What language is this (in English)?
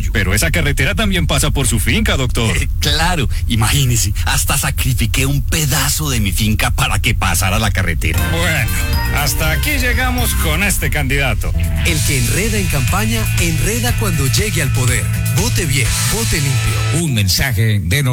Spanish